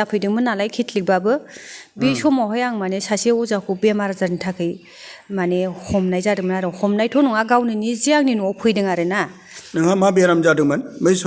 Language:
Bodo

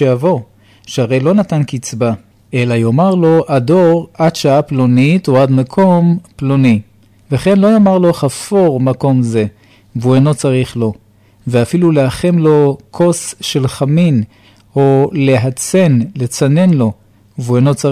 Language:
Hebrew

